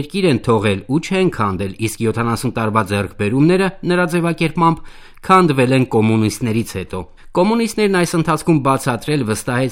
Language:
Armenian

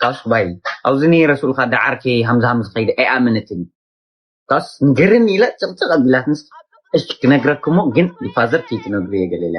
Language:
Tigrinya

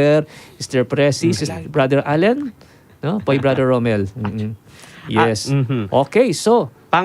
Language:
Pampanga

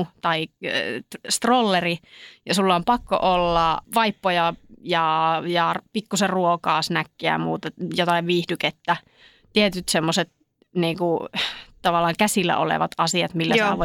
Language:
Finnish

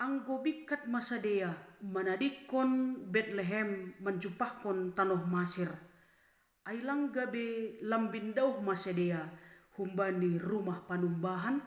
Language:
Batak Simalungun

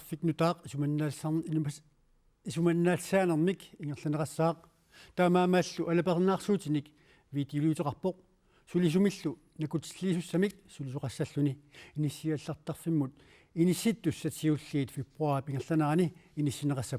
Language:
Kalaallisut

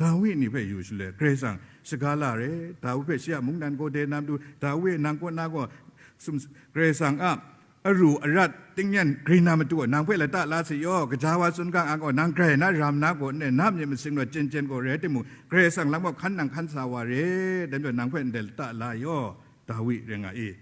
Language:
Kachin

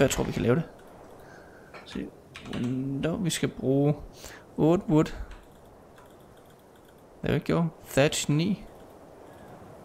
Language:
Danish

